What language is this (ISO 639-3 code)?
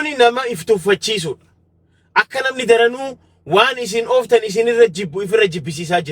orm